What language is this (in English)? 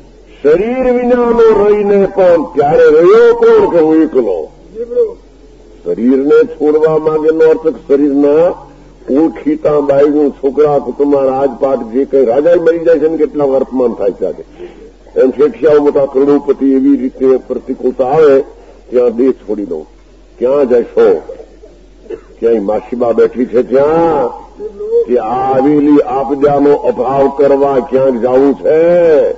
Gujarati